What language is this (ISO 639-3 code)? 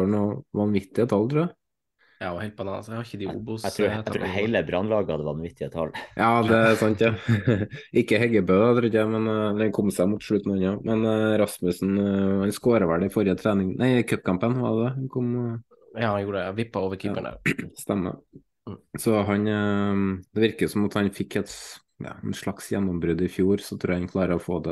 nor